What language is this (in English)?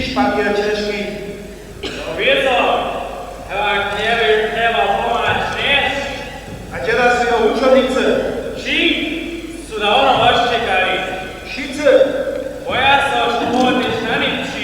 Upper Sorbian